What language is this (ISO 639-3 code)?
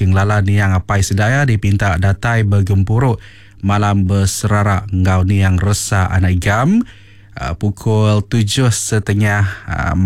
iba